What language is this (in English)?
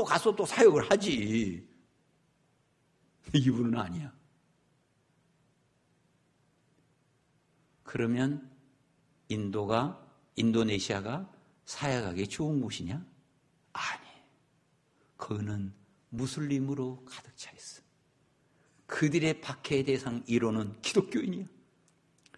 Korean